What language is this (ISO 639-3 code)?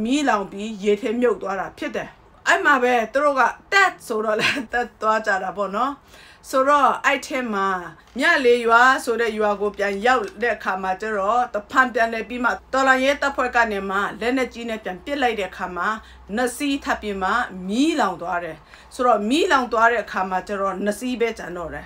mya